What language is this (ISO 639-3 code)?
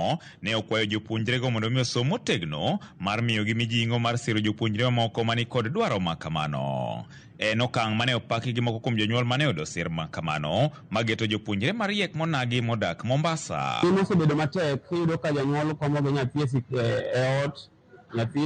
luo